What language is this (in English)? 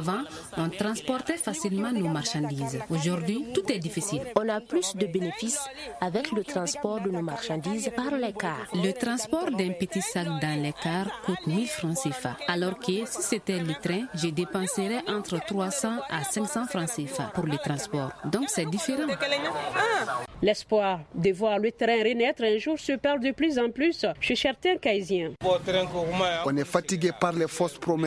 French